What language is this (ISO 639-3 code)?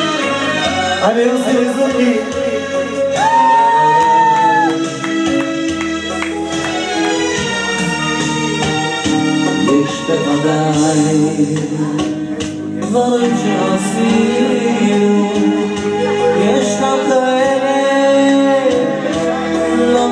heb